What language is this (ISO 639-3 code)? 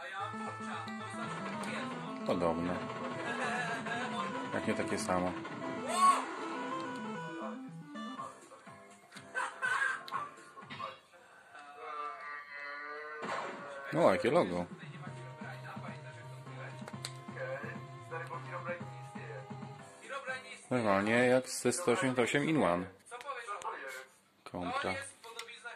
pol